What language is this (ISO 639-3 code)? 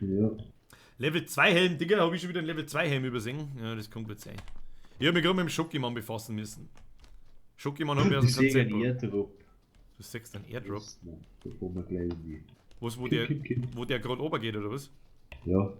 bar